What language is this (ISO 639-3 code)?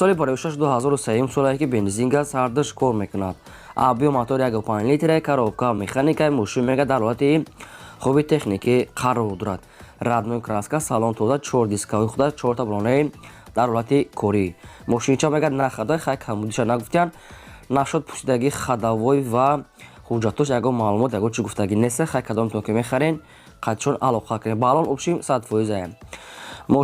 tgk